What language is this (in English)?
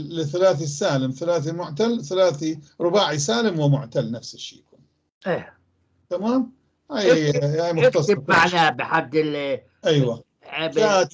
North Levantine Arabic